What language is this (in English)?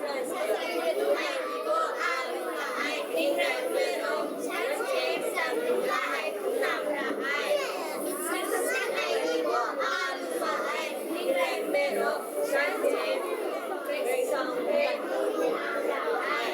Kachin